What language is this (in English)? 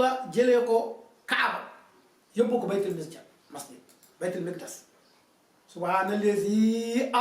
Wolof